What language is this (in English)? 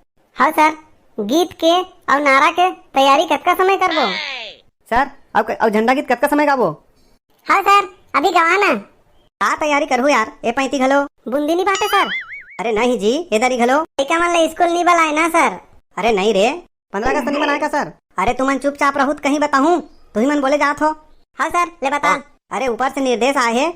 Chhattisgarhi